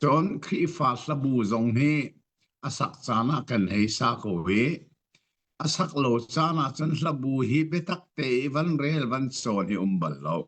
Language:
Hakha Chin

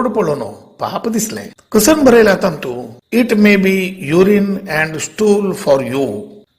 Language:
Konkani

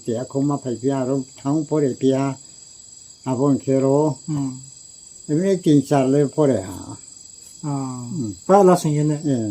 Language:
Riang (India)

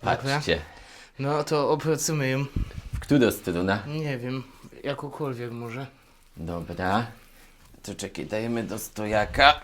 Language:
Silesian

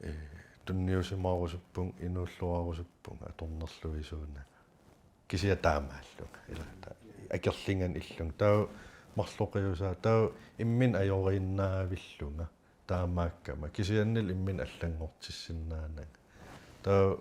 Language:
Kalaallisut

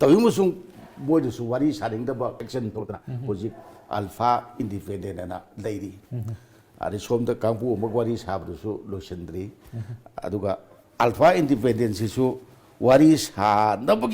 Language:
Manipuri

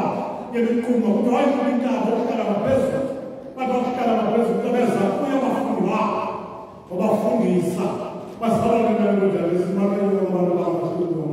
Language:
Xhosa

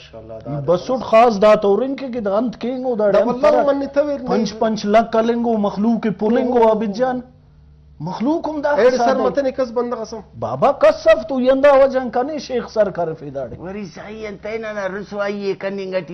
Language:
Brahui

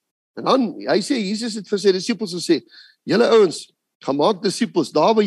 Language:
Afrikaans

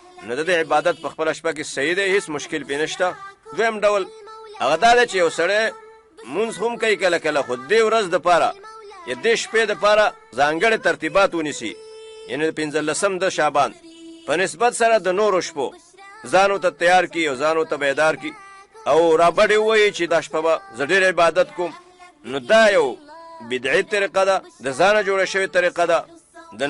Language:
Pashto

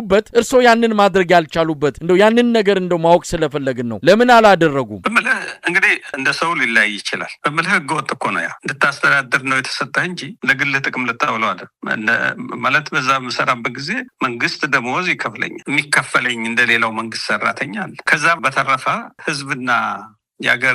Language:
Amharic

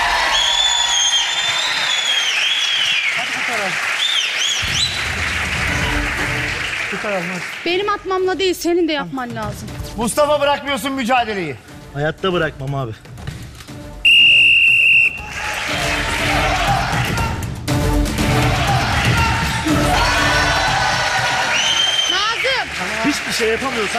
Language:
Turkish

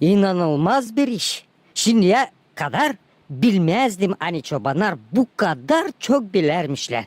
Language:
Gagauz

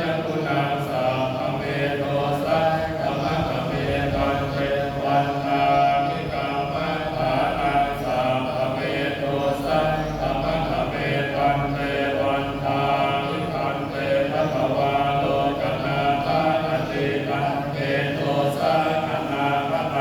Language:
Pali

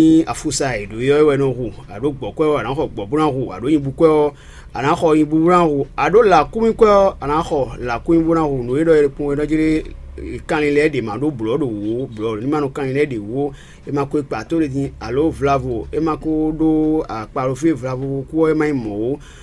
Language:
Fon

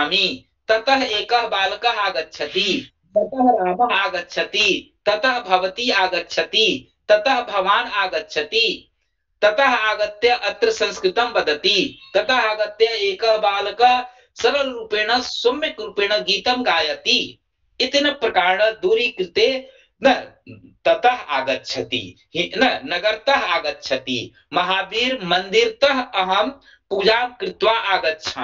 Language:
Sanskrit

